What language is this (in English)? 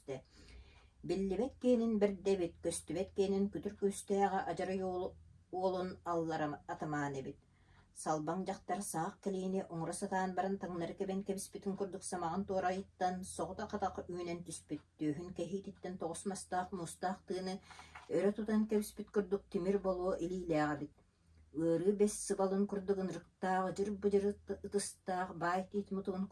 Yakut